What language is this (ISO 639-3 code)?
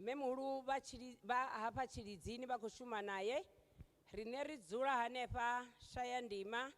ven